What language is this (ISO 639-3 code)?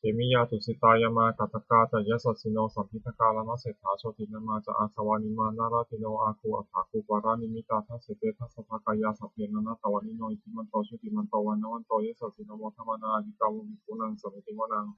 pli